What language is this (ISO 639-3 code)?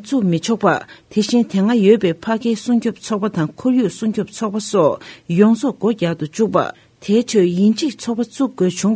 bod